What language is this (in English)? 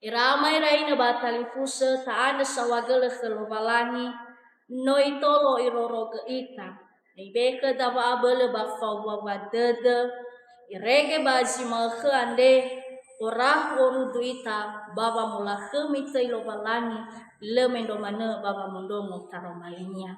Nias